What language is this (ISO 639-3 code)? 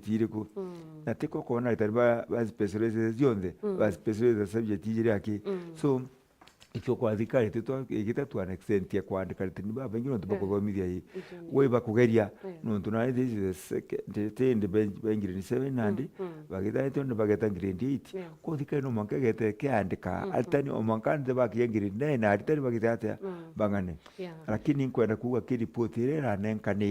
mer